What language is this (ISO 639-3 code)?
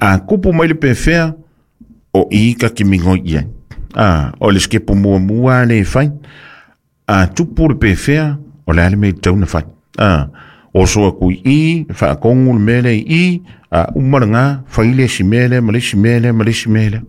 smo